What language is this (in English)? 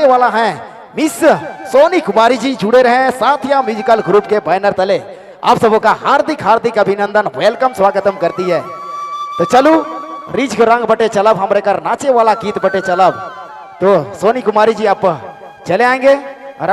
Sadri